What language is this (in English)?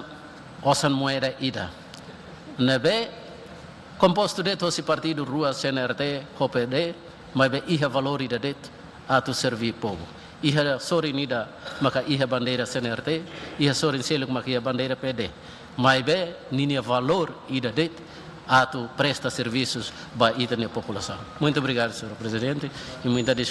Tetum